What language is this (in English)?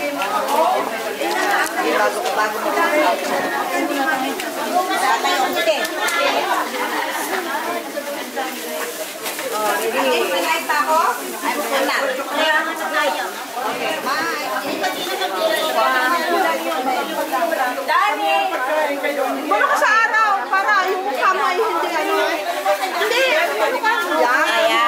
Filipino